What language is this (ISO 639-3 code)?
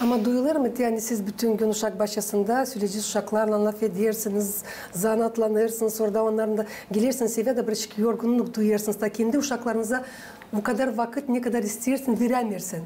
gag